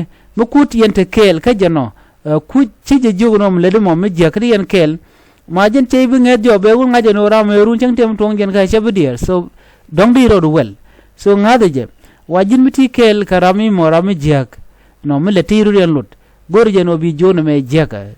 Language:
Nuer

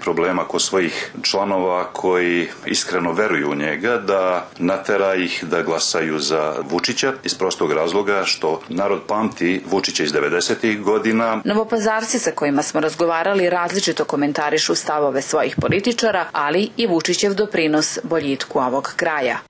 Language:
Serbian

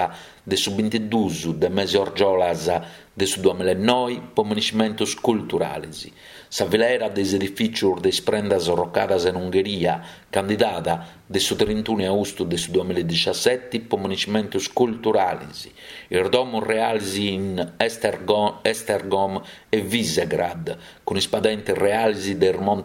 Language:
Sardinian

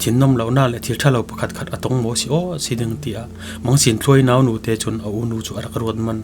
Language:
Falam Chin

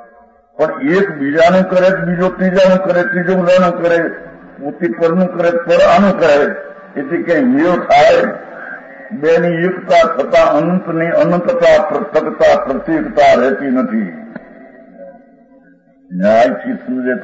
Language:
Gujarati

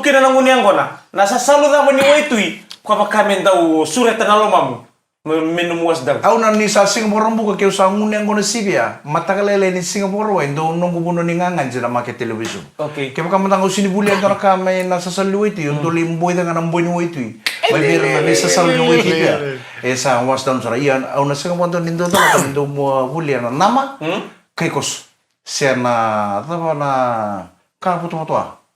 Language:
Fijian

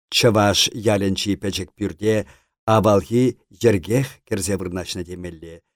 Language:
Chuvash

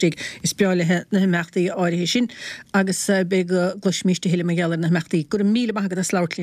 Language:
Irish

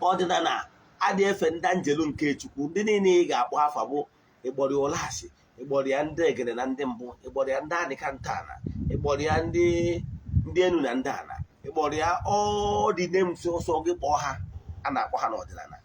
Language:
Igbo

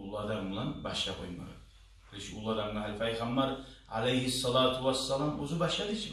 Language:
Kumyk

